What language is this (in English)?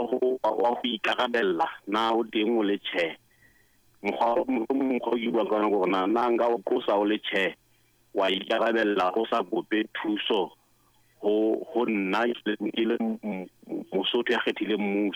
Southern Sotho